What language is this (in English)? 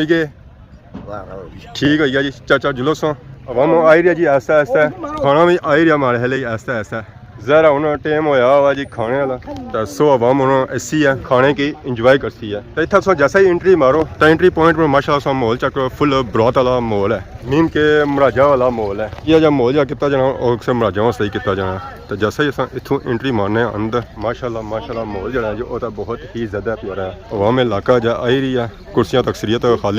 Pahari-Potwari